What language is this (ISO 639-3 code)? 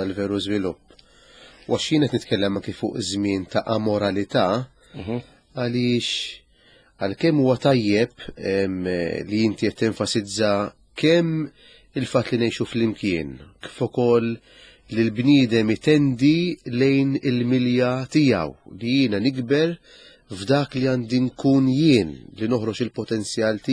mlt